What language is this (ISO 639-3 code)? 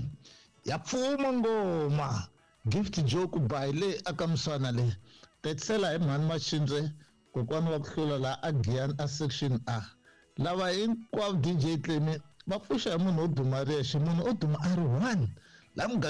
tso